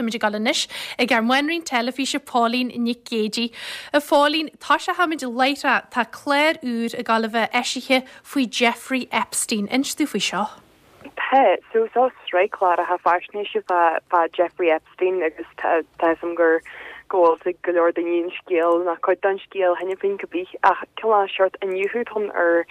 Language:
Irish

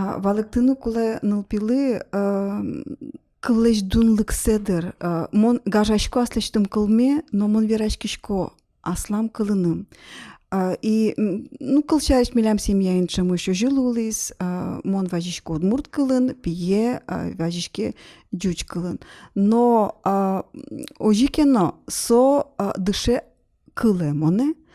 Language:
Udmurt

